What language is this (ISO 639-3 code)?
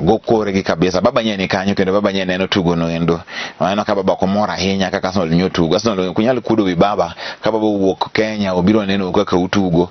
luo